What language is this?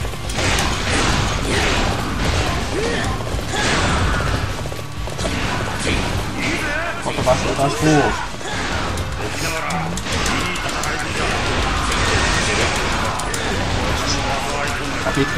Finnish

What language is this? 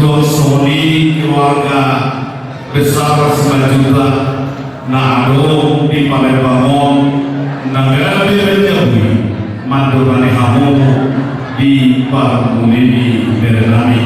Batak Toba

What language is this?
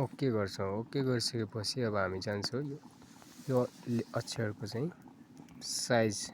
Nepali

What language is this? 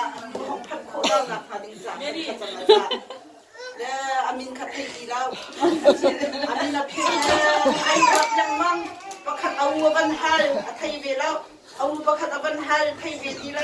Hakha Chin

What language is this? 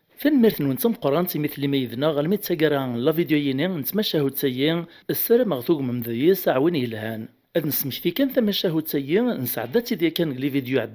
Kabyle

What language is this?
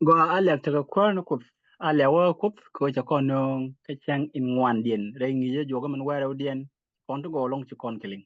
Nuer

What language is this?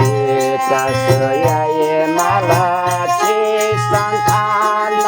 Newari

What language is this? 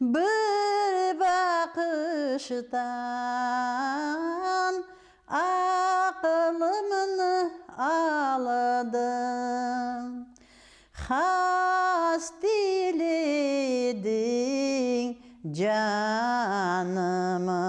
Crimean Tatar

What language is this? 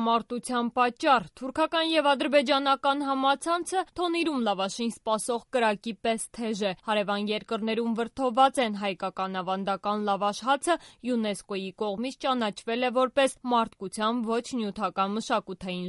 Armenian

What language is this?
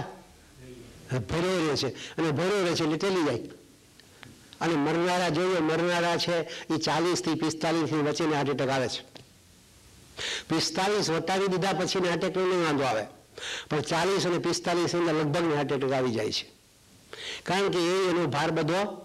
Gujarati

